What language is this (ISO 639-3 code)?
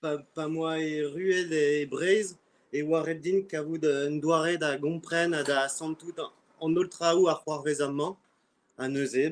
bre